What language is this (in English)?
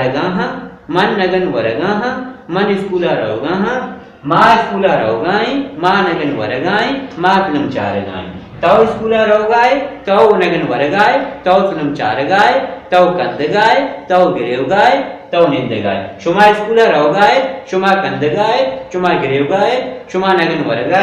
Baluchi